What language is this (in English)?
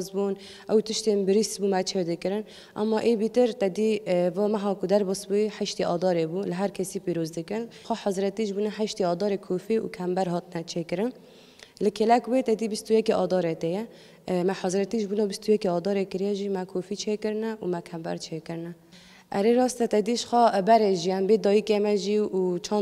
Kurdish